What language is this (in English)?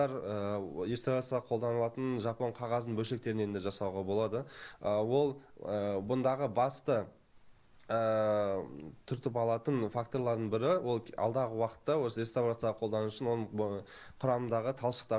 Kazakh